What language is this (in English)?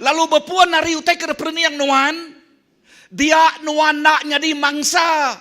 Iban